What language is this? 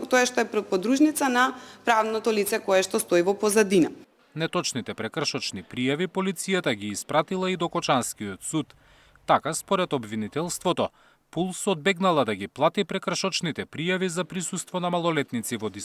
Macedonian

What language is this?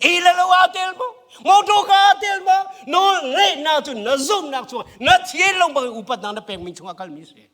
Hakha Chin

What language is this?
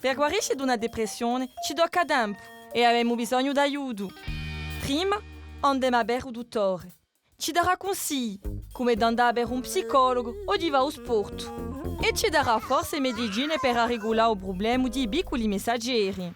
Corsican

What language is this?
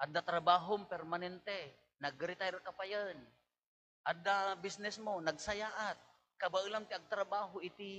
Iloko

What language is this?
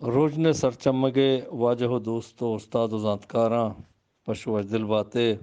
Eastern Balochi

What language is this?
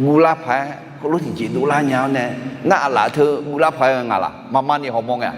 Akha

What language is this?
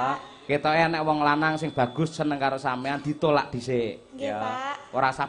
Javanese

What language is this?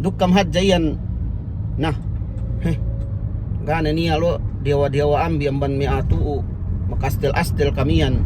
Yakan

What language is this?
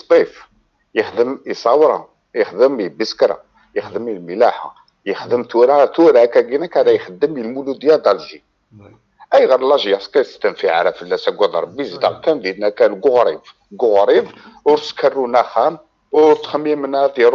Kabyle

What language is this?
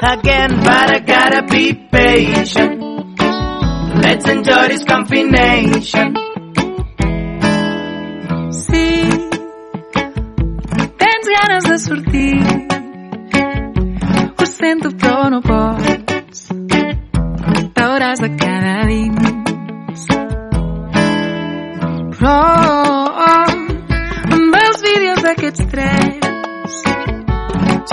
Catalan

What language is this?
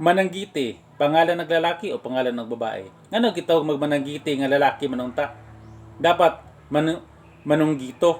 Cebuano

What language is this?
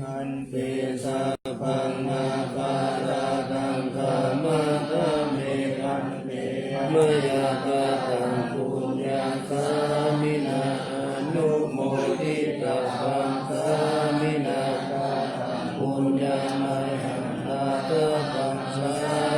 Pali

